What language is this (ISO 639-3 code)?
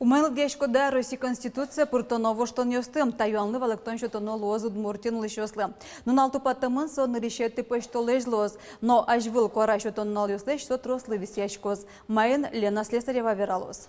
udm